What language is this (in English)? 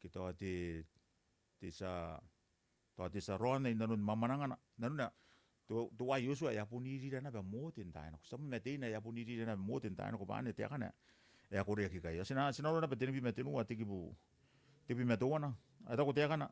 Gilbertese